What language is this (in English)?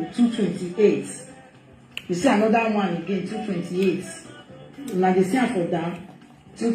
Nigerian Pidgin